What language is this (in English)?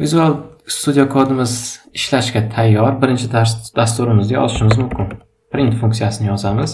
Uzbek